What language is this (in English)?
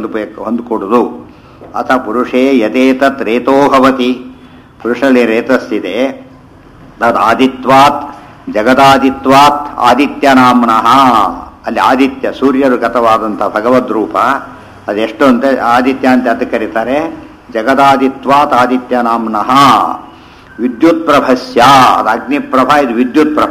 Kannada